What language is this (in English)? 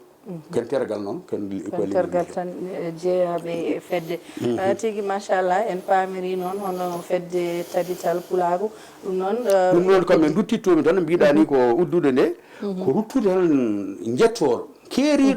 Fula